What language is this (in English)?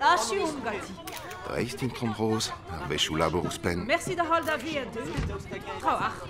Breton